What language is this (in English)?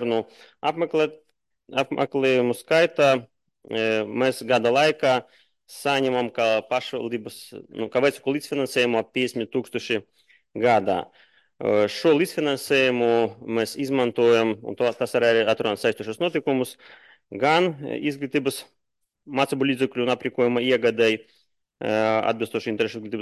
Latvian